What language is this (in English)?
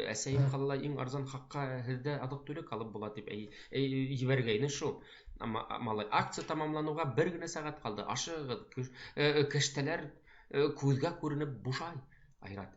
Bashkir